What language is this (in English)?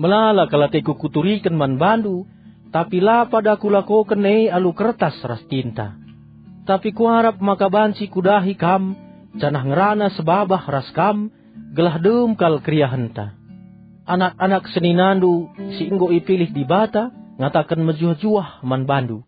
Batak Karo